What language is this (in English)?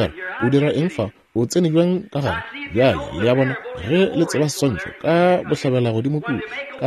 Northern Sotho